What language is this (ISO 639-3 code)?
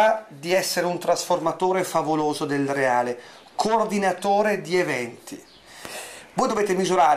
ita